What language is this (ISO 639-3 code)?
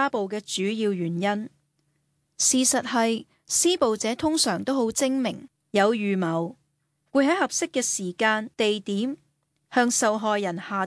yue